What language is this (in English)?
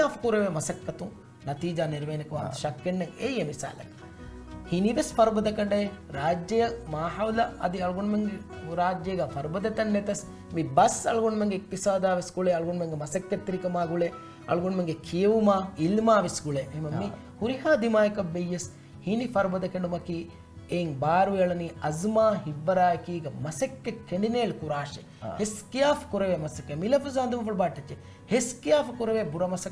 Divehi